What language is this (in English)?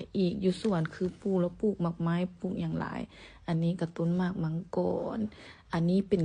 Lao